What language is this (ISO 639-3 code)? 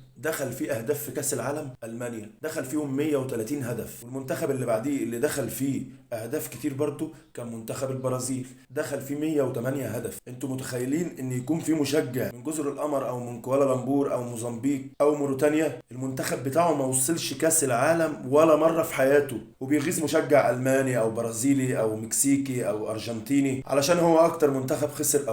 arz